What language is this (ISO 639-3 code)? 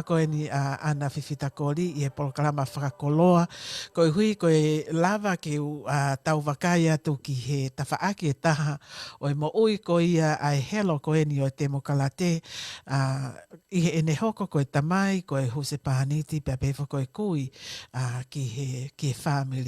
ton